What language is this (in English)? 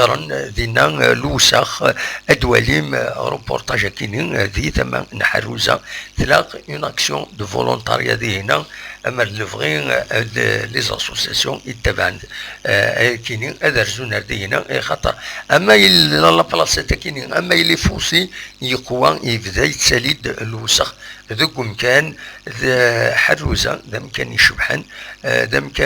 Kabyle